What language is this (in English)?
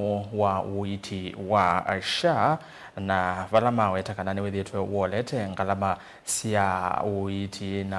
Kamba